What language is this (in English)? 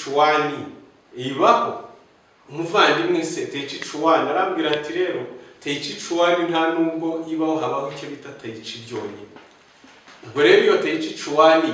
Kinyarwanda